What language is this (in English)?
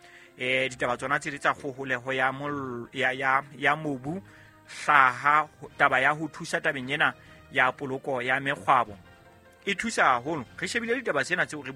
Southern Sotho